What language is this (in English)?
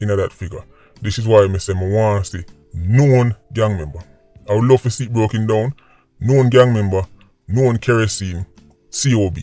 Jamaican Creole English